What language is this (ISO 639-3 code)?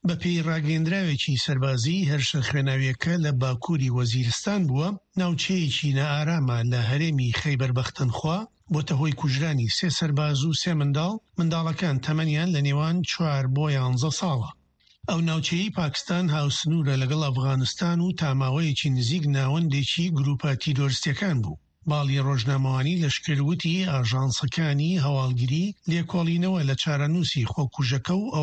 ckb